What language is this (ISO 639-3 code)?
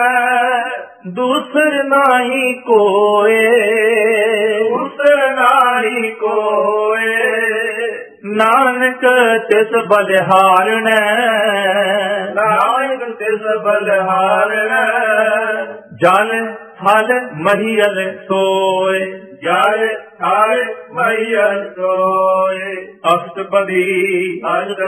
pan